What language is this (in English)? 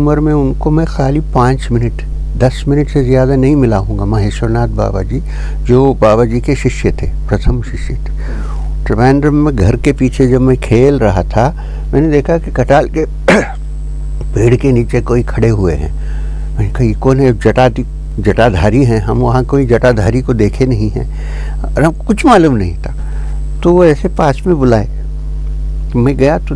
Hindi